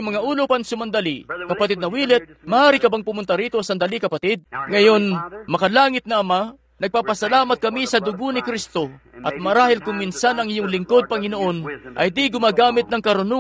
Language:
Filipino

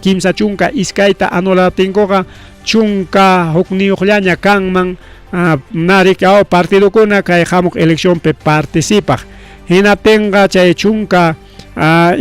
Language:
Ayacucho Quechua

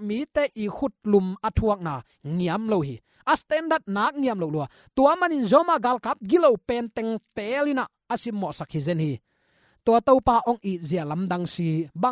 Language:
Tedim Chin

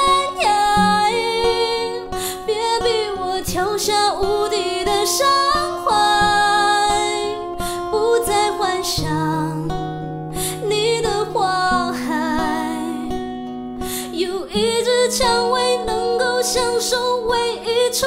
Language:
Chinese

